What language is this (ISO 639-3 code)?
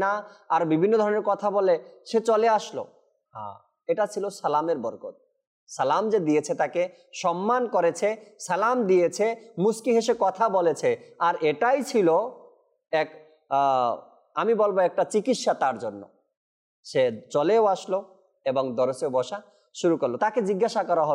ben